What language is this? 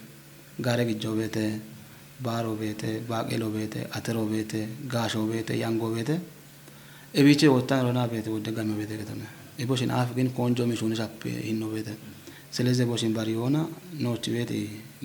Kafa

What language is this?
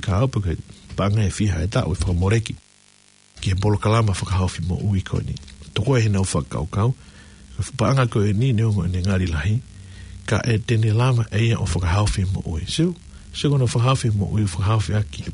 Tongan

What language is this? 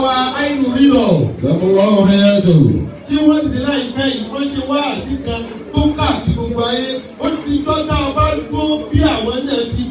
Yoruba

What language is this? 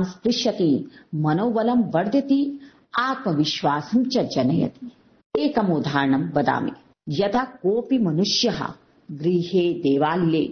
Sanskrit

